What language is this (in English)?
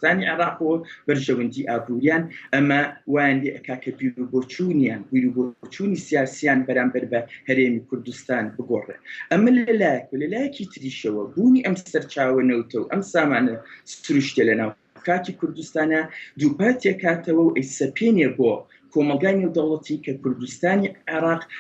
Central Kurdish